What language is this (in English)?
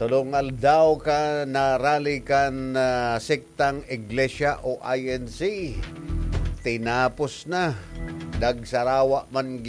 Bikol